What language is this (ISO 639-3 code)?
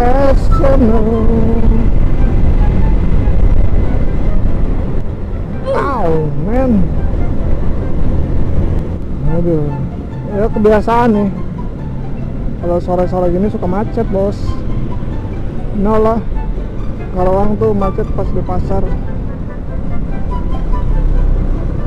ind